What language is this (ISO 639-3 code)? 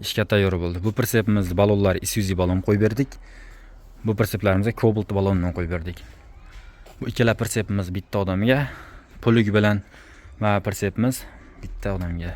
uzb